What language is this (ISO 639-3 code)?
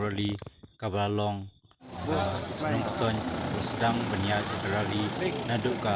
kha